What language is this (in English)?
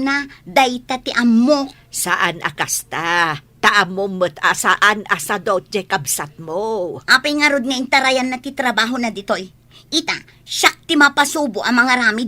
Iloko